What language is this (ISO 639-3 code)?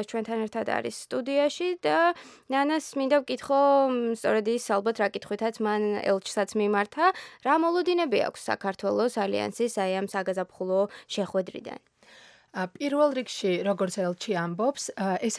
kat